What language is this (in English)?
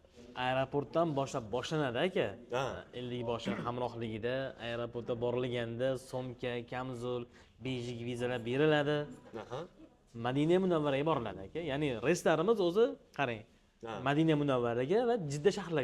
Uzbek